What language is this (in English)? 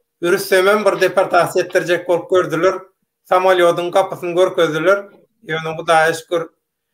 Turkmen